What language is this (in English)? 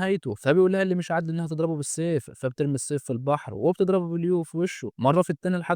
Egyptian Arabic